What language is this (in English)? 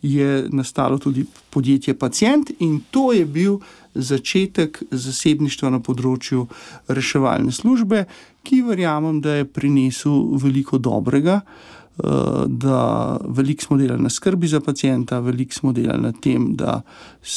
Slovenian